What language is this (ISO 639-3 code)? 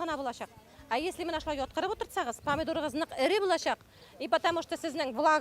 bak